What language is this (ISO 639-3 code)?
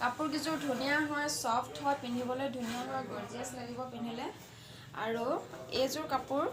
asm